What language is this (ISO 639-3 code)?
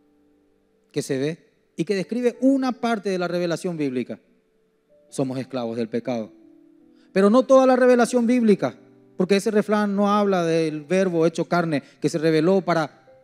spa